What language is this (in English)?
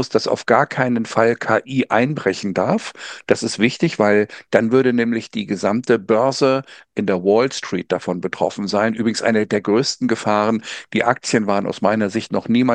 German